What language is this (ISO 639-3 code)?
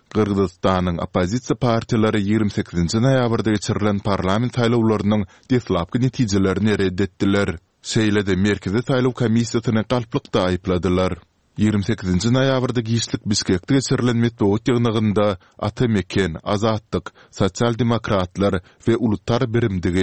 tuk